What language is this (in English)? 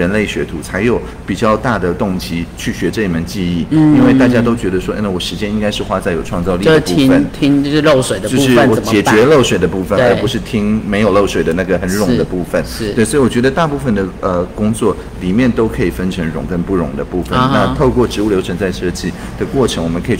Chinese